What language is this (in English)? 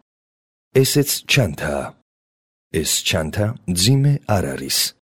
Georgian